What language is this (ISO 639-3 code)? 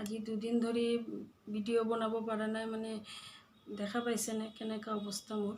asm